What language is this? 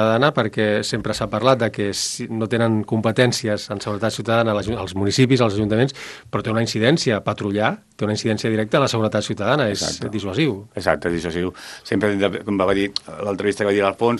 Catalan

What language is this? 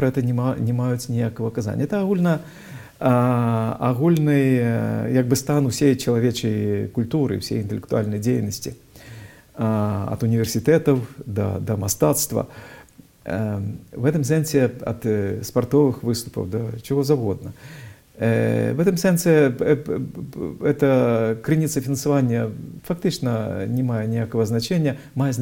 Belarusian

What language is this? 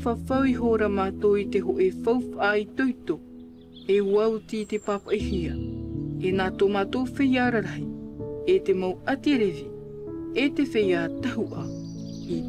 Tahitian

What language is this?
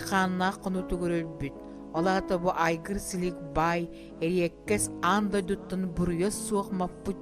Yakut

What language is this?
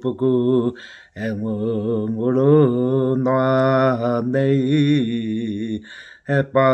Māori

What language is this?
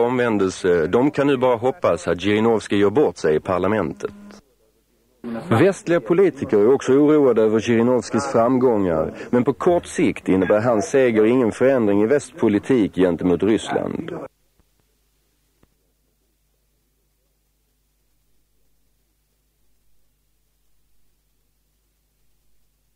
Swedish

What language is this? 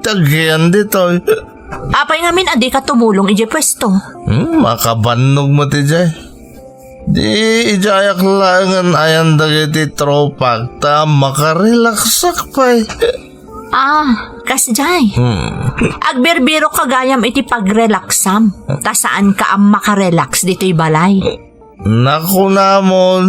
Iloko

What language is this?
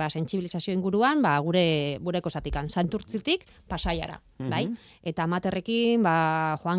Basque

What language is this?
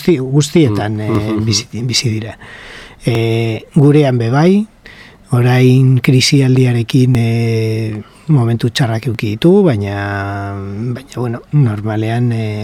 Basque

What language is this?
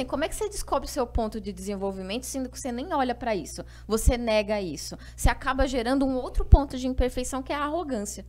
Portuguese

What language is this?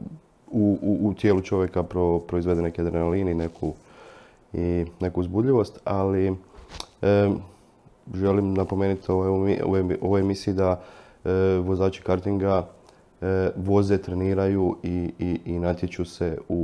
Croatian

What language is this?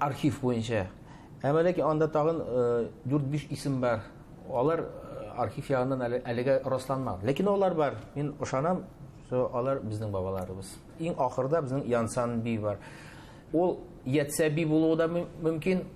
Bashkir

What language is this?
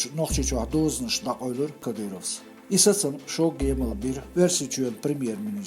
Chechen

